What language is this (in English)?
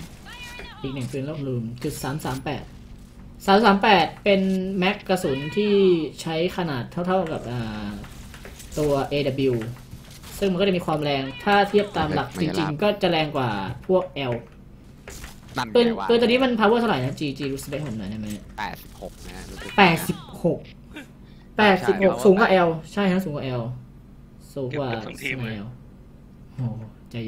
Thai